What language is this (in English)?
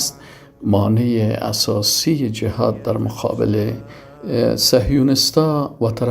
Persian